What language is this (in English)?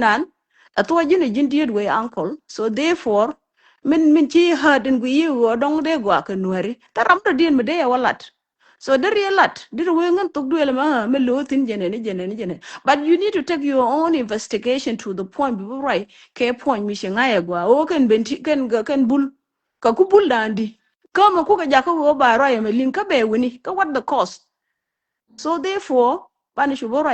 Nuer